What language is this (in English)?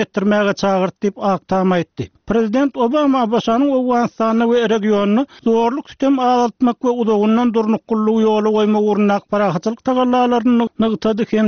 Turkmen